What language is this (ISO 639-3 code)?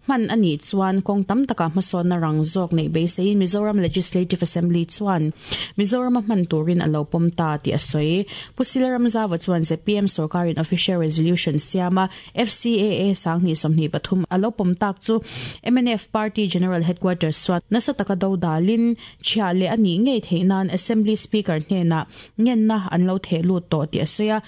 lus